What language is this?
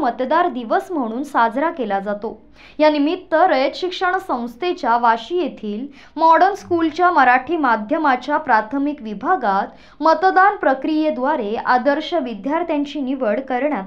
Marathi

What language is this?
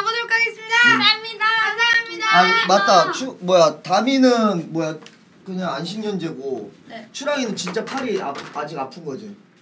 Korean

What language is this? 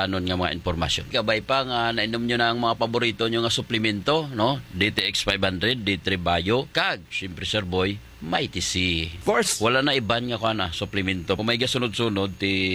Hiligaynon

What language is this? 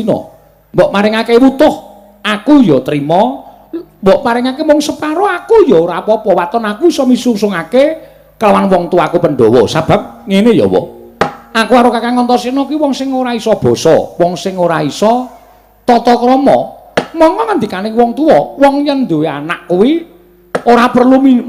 Javanese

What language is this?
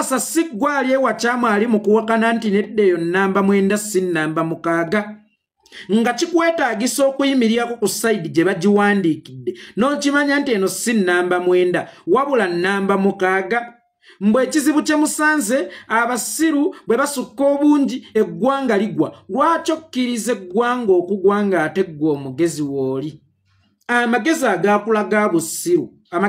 Ganda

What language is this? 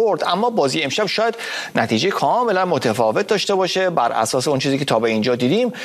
Persian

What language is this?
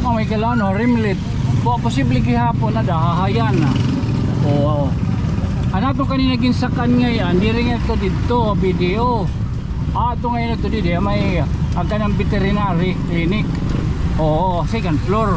Waray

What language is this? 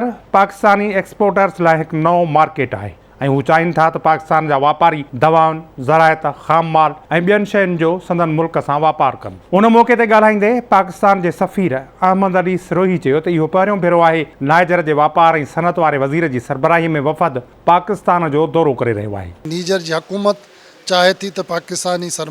Sindhi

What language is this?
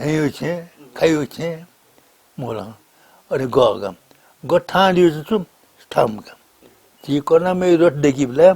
Newari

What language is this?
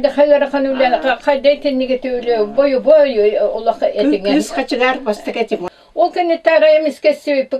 Yakut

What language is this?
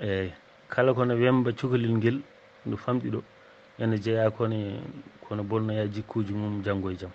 Fula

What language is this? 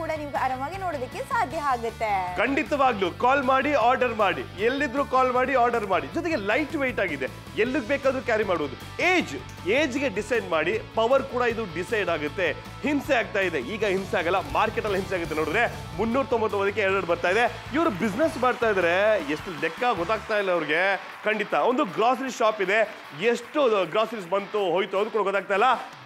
Kannada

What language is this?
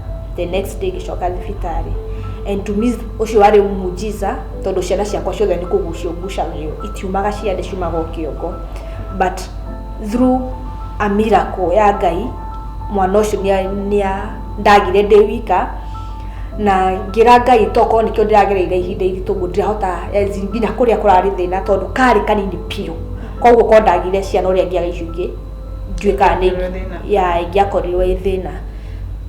Kikuyu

